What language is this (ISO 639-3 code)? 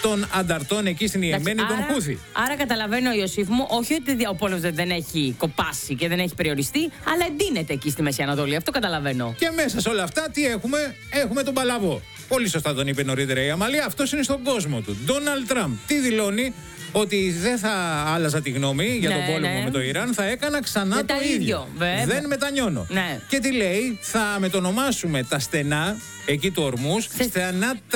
ell